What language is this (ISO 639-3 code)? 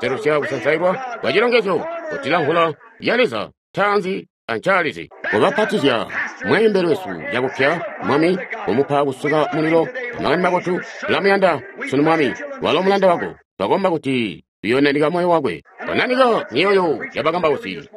toi